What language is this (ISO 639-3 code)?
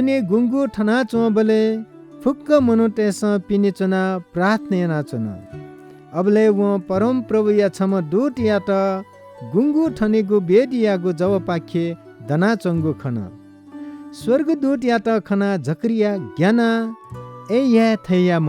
new